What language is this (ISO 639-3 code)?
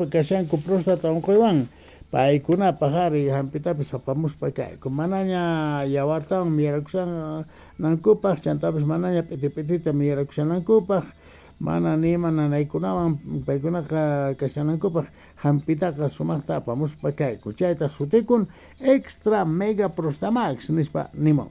quh